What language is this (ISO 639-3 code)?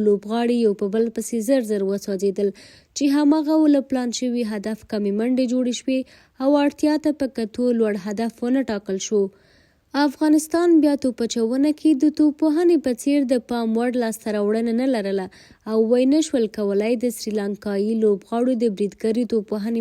pus